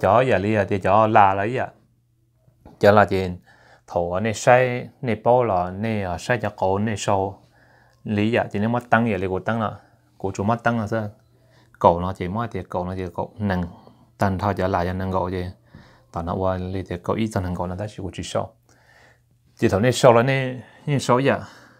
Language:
Vietnamese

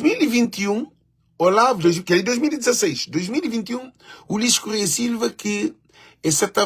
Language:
Kabuverdianu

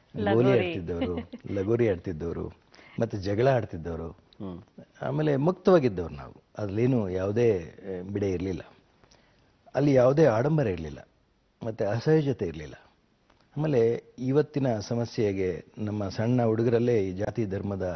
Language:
Kannada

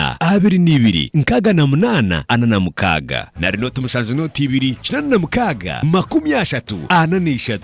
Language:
Nyankole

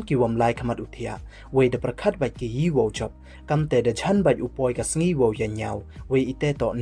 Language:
Pnar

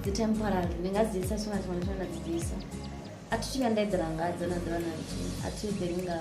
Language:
Venda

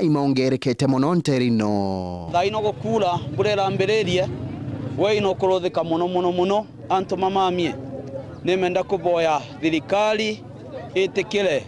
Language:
Meru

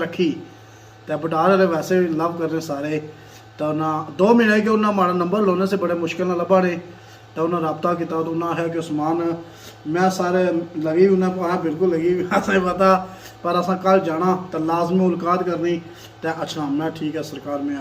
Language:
Pahari-Potwari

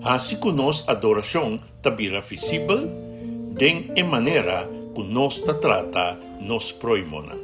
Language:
Papiamento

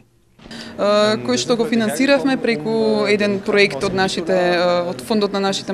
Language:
Macedonian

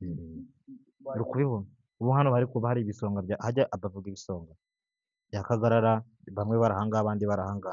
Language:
Kinyarwanda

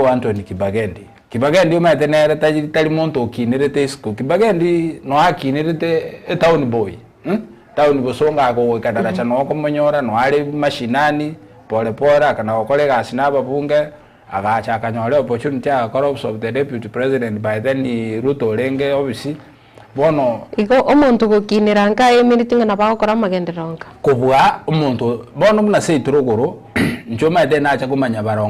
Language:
Gusii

